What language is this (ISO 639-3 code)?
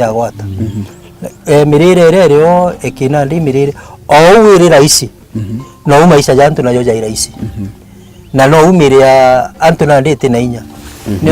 mer